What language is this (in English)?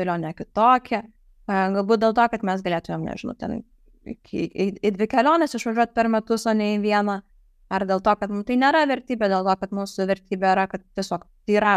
Lithuanian